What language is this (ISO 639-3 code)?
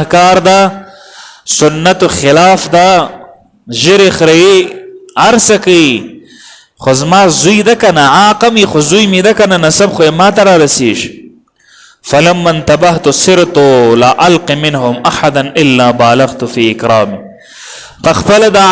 pus